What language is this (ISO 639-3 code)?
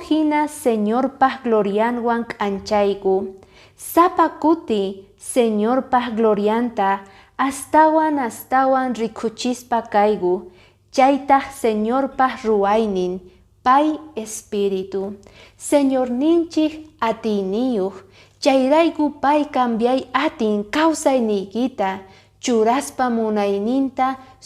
que